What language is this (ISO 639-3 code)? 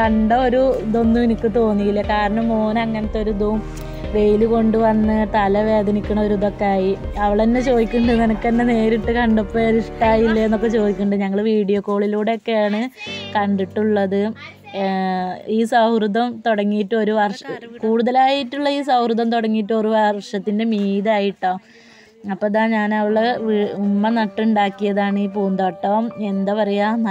mal